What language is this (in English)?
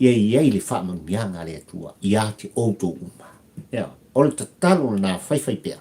Samoan